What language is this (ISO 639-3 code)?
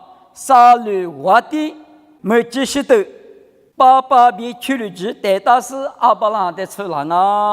lis